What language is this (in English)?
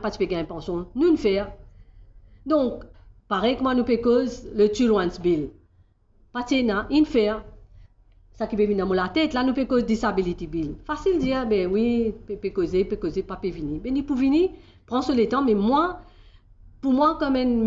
Morisyen